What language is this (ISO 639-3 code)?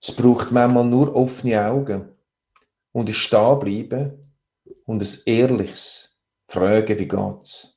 gsw